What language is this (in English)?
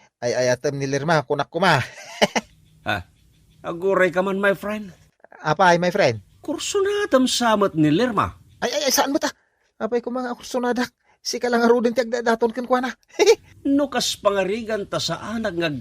Iloko